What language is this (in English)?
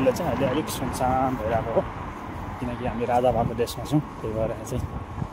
Nepali